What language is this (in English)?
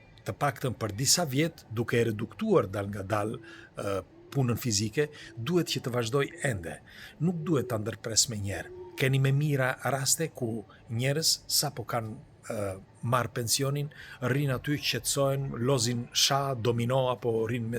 Albanian